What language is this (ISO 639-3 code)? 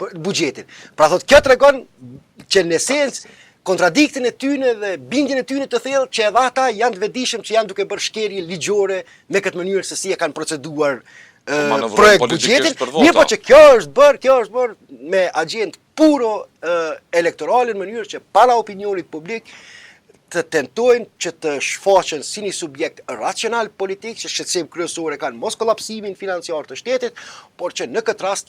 sqi